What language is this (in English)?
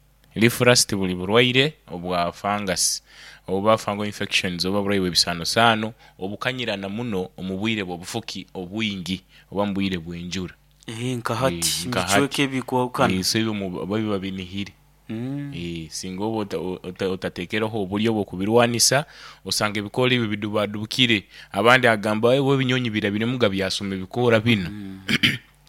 Nyoro